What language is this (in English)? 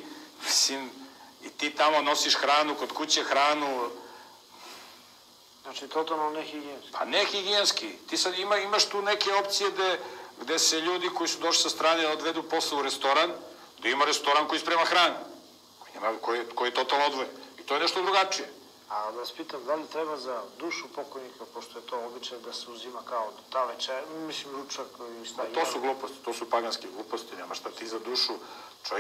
Serbian